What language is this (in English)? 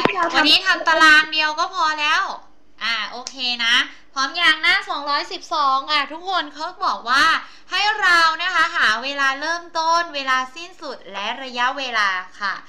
Thai